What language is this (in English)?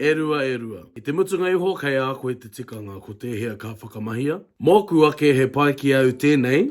Māori